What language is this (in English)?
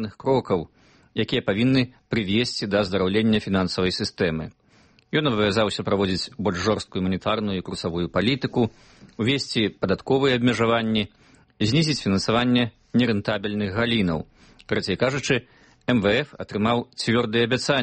Belarusian